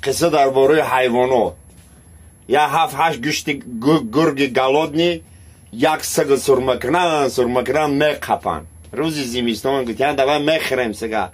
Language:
Tajik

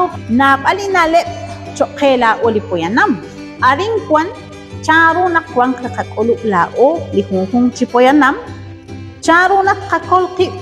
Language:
Kekchí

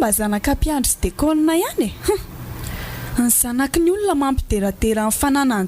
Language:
Malagasy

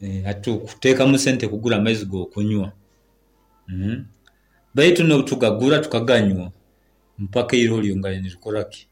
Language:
Nyoro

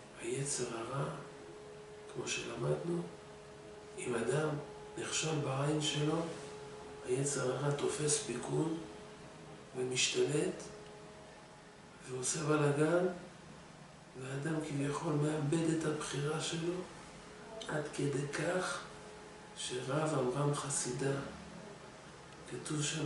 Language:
Hebrew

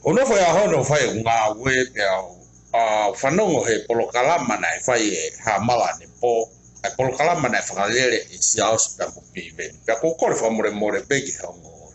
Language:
Tongan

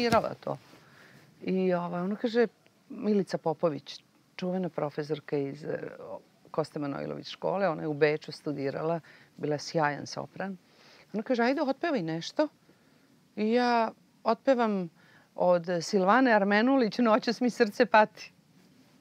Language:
Serbian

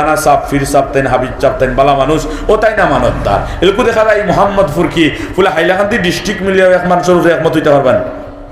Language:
Sylheti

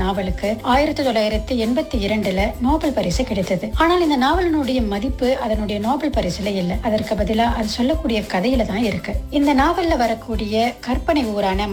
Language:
Tamil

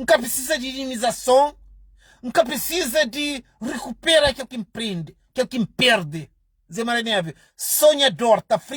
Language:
Kabuverdianu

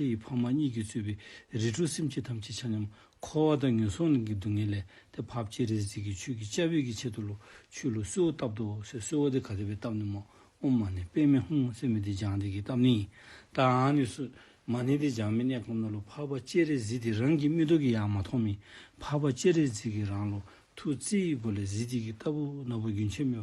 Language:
Dzongkha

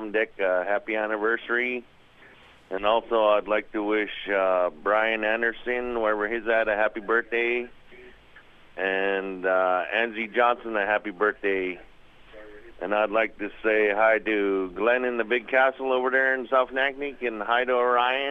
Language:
English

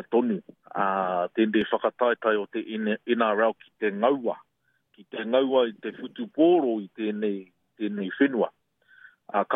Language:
Māori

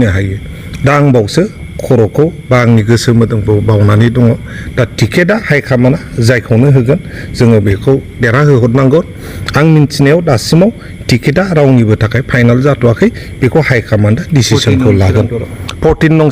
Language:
Bodo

